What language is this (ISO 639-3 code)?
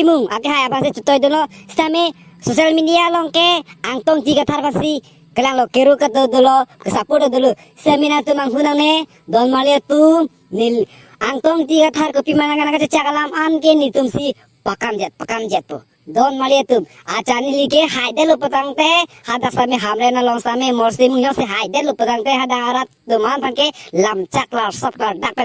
mjw